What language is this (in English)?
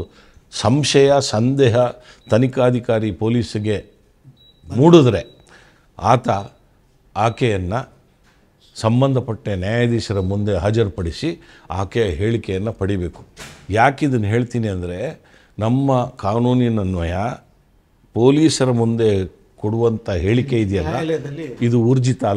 Kannada